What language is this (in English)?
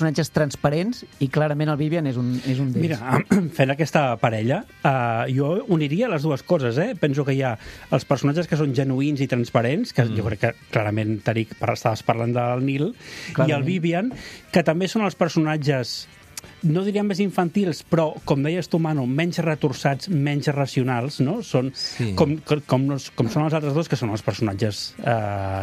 Catalan